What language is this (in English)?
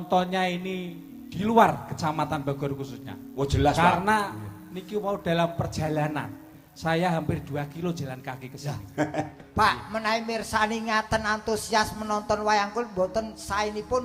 Javanese